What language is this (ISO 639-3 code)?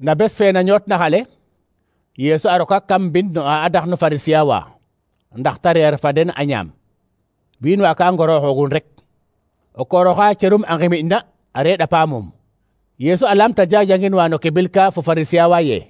srr